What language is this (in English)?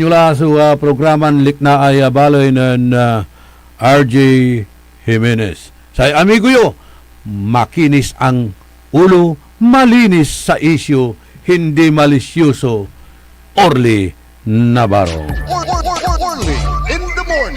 Pangasinan